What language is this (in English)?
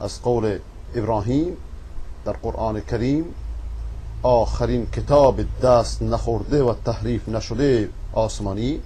Persian